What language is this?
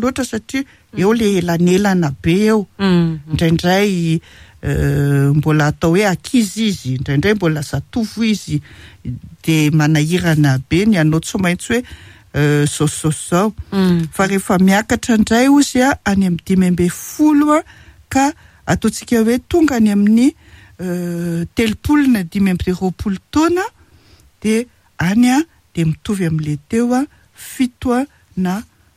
Malagasy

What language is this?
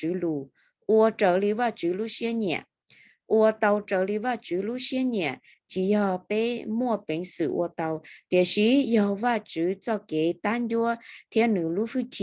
Hmong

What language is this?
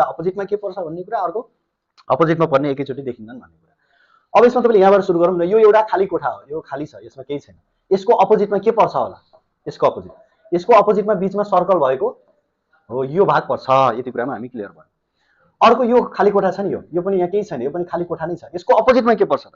Nepali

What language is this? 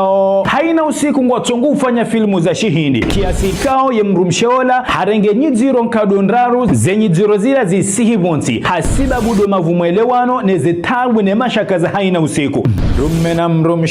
Ngazidja Comorian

